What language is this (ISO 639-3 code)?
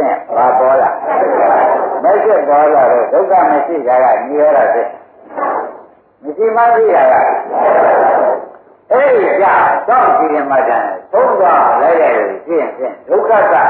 mya